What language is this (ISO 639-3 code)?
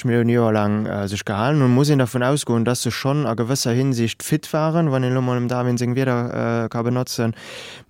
ltz